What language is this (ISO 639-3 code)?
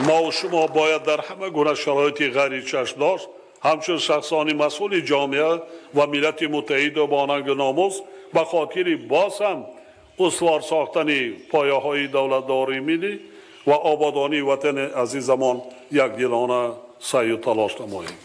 tgk